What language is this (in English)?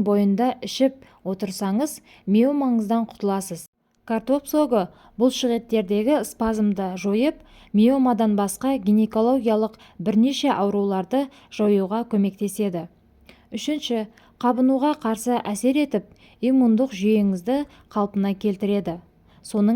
Kazakh